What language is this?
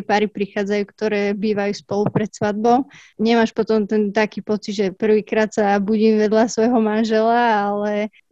Slovak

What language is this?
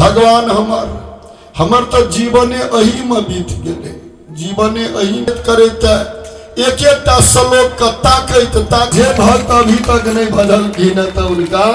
Maithili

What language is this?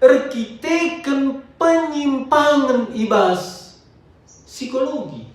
Batak Karo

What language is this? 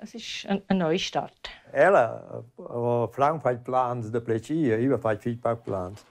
Romansh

